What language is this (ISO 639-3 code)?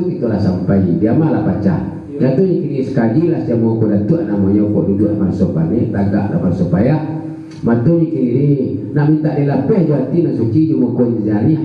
min